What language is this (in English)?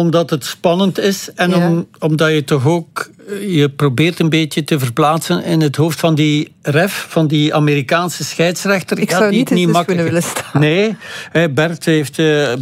Dutch